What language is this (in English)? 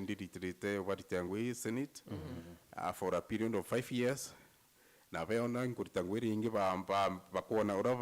Meru